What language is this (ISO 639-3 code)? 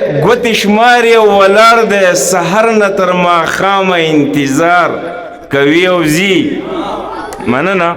pus